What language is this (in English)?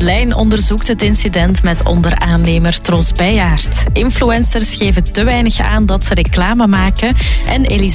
Dutch